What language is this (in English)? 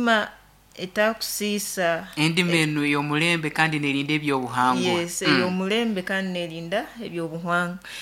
Nyankole